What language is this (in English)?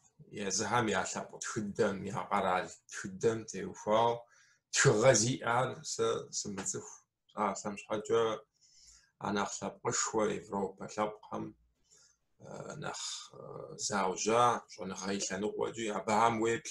Kabardian